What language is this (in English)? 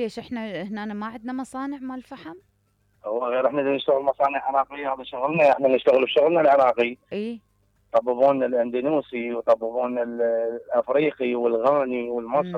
Mesopotamian Arabic